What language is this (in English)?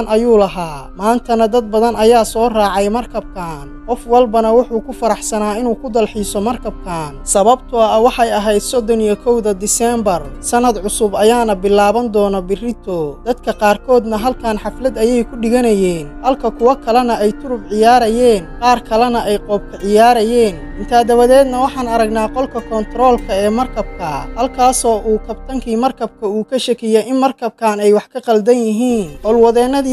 Somali